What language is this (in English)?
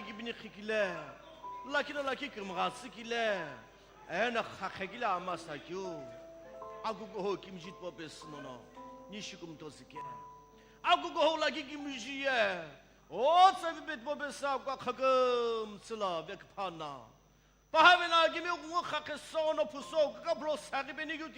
Sumi Naga